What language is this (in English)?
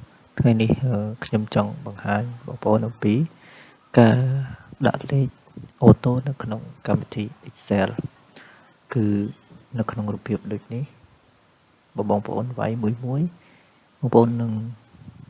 Khmer